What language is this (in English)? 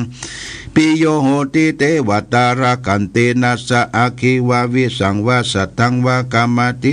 Pali